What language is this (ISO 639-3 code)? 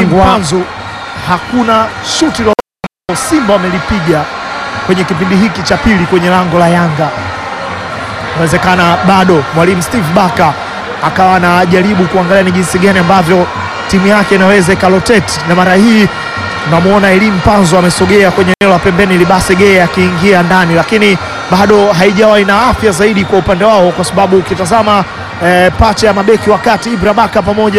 swa